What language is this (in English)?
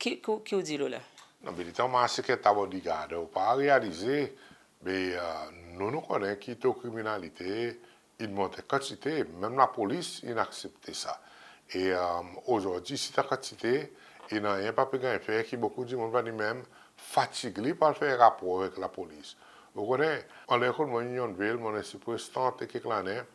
Seselwa Creole French